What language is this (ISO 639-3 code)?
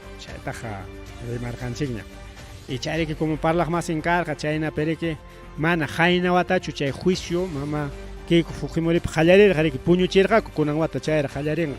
quy